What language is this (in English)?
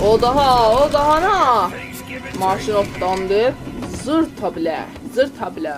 South Azerbaijani